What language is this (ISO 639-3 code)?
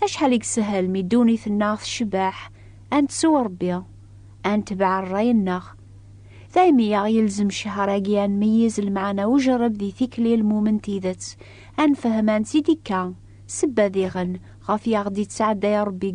kab